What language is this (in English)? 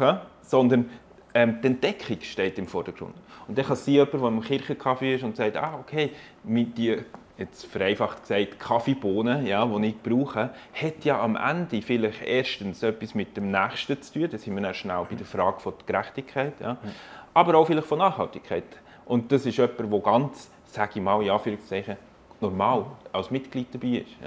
Swiss German